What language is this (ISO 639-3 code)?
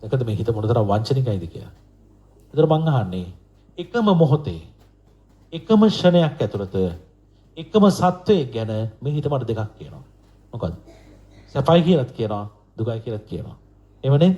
sin